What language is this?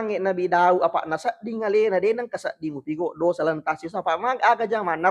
Buginese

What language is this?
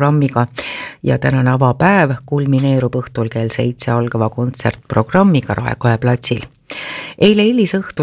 Estonian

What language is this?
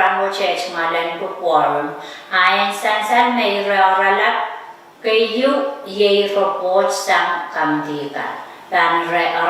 Pohnpeian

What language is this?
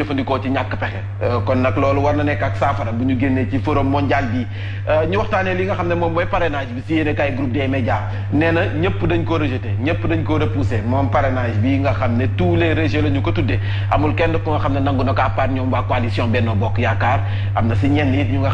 Wolof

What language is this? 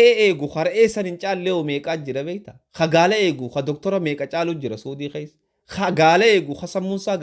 Oromo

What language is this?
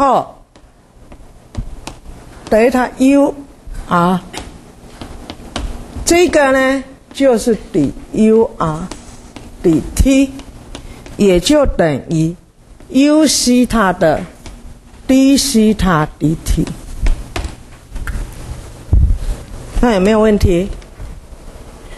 Chinese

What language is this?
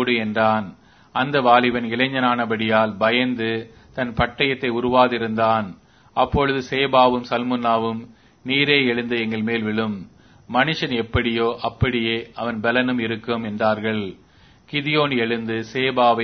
Tamil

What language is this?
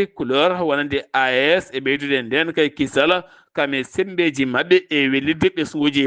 Fula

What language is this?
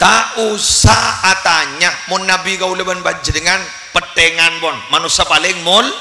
Madurese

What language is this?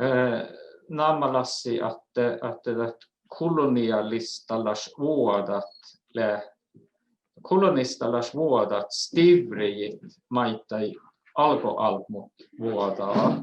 Northern Sami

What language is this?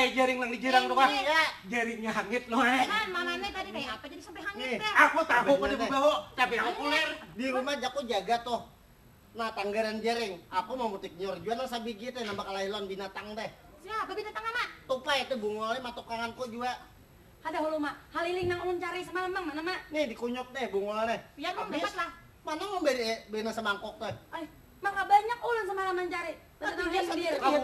Banjar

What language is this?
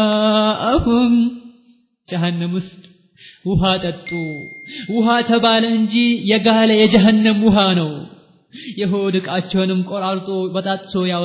Amharic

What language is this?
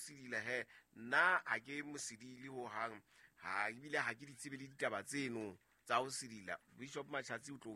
Southern Sotho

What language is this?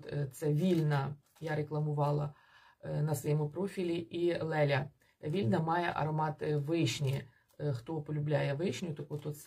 Ukrainian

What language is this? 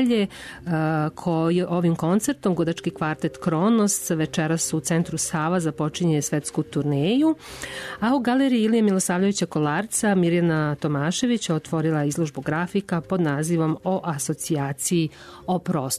Serbian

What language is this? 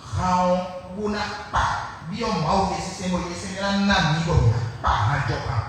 Fon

